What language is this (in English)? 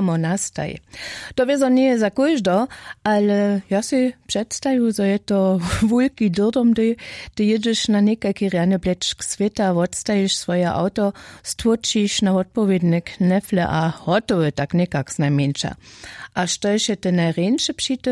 Upper Sorbian